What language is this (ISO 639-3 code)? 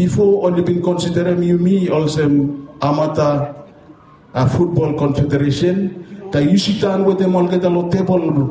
bis